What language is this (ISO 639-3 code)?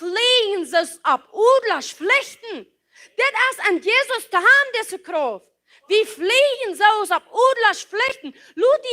pdt